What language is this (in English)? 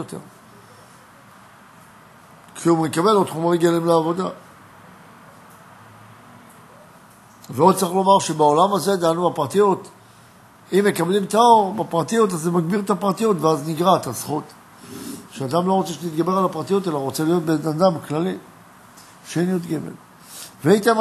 Hebrew